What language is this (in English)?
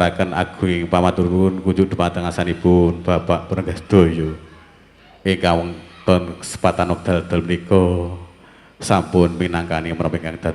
Javanese